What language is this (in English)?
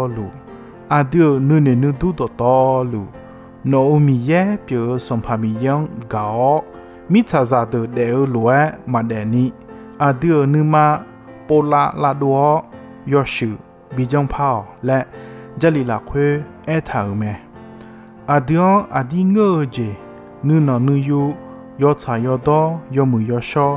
Akha